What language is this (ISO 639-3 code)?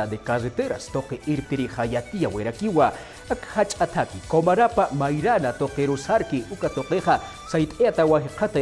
aym